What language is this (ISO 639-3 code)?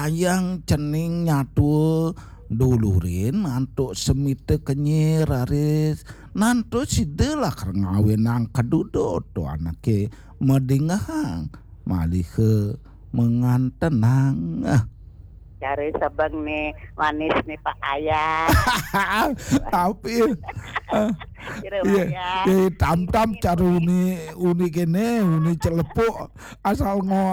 ban